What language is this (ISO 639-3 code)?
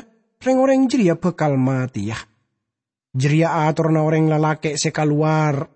mad